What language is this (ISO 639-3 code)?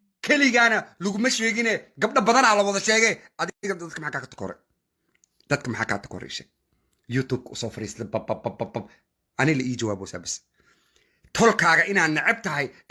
som